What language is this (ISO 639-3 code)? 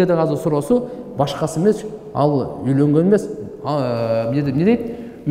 kir